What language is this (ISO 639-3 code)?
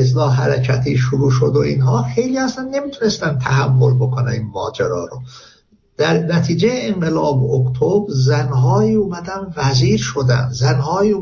fas